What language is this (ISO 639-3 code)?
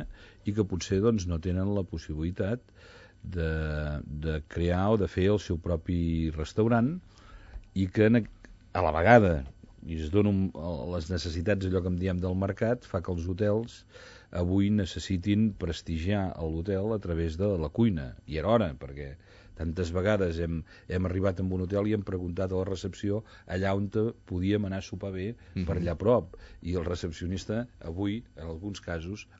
cat